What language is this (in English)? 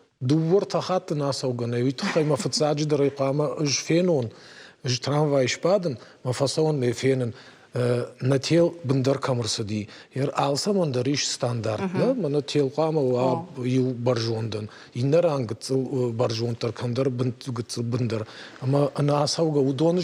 Ossetic